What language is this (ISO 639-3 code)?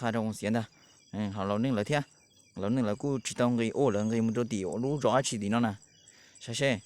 hmn